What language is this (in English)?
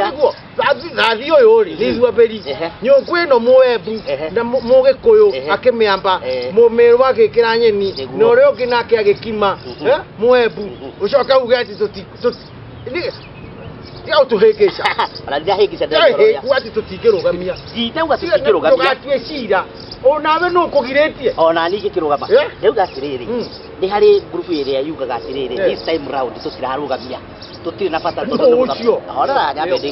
Kikuyu